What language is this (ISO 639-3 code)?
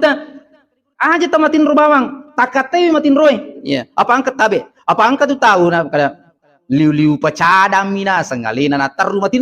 bug